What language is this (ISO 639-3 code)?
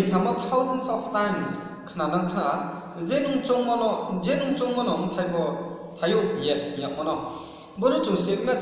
ria